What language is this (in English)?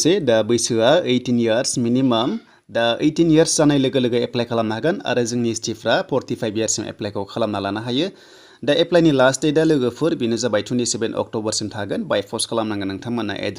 Bodo